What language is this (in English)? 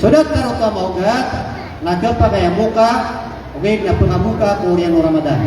Maranao